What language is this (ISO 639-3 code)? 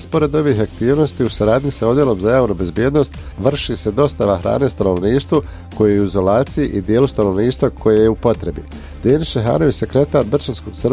bos